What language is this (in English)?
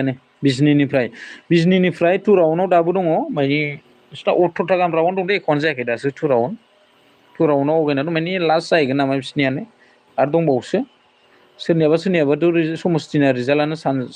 Bodo